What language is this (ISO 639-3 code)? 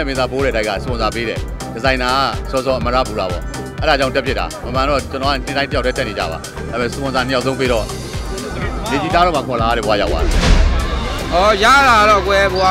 mya